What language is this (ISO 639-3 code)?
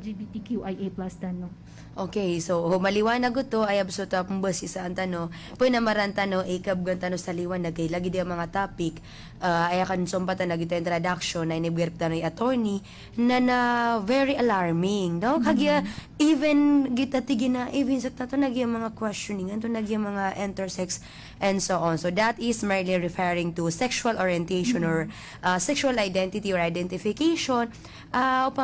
mrw